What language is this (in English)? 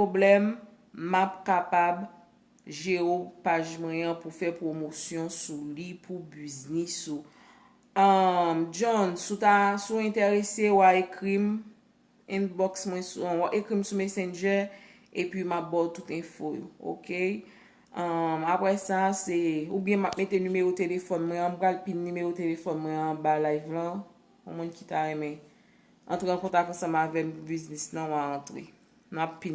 Haitian Creole